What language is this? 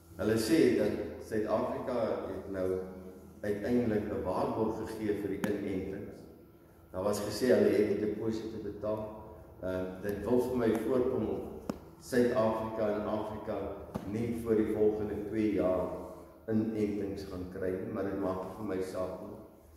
Afrikaans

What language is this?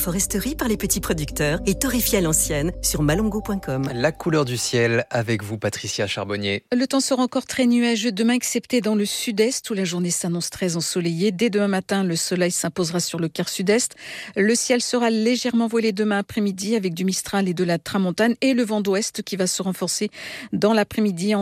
French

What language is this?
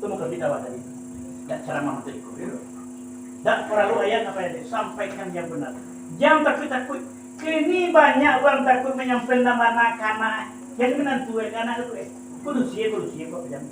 Minangkabau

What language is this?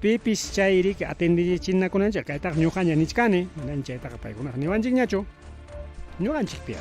Ayacucho Quechua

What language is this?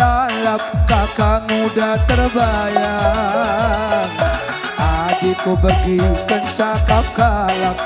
Batak Karo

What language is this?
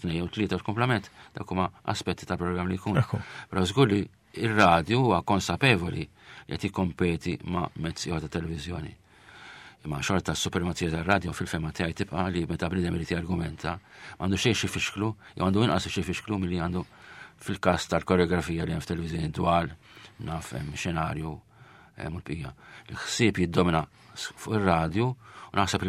Maltese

